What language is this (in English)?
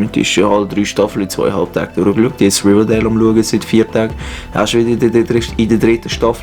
Swiss German